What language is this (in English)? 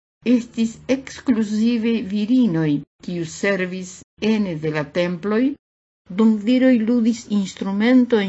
Esperanto